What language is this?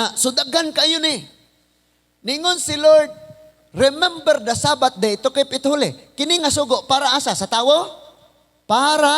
Cebuano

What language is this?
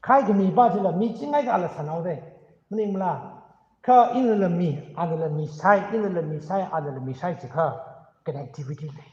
Tangkhul Naga (India)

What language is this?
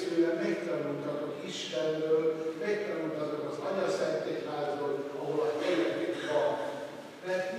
Hungarian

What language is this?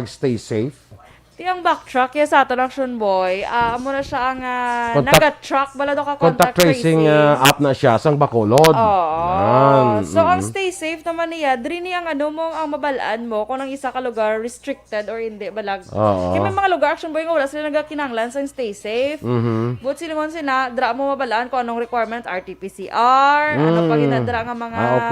Hiligaynon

